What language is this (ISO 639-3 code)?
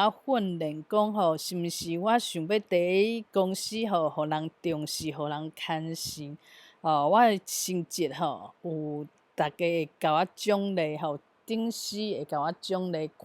nan